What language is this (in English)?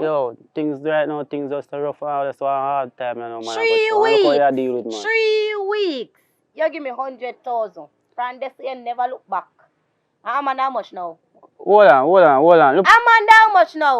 Jamaican Creole English